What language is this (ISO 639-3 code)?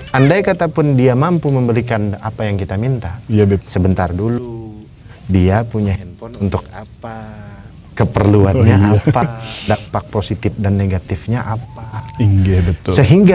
bjn